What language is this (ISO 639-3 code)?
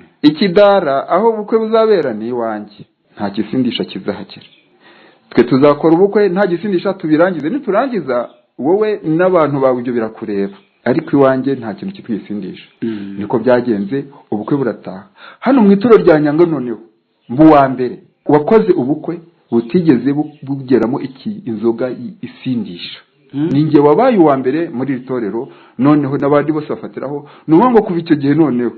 kin